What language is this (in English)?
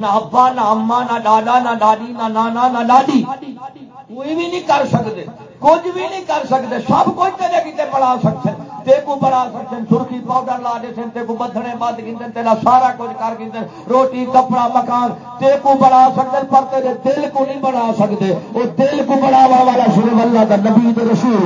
Saraiki